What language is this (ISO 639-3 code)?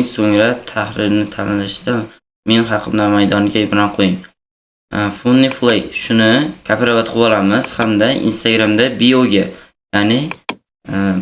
uzb